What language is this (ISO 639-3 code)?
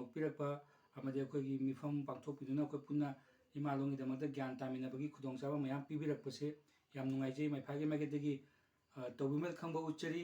mni